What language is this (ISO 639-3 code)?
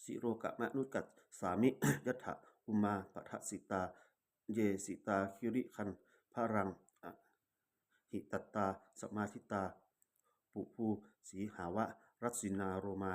pli